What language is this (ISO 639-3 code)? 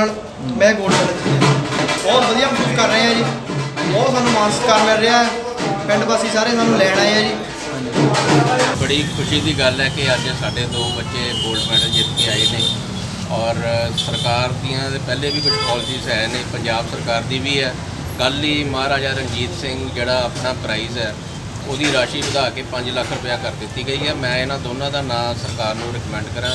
pan